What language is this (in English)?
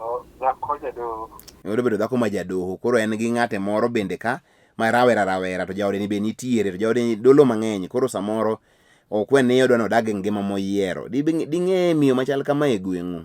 Luo (Kenya and Tanzania)